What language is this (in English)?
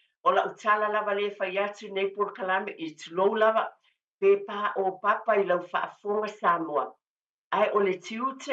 Samoan